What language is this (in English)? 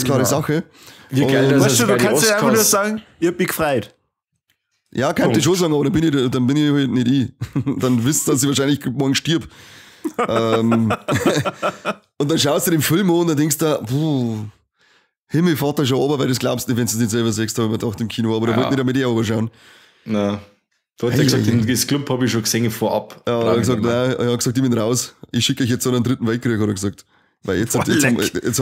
Bavarian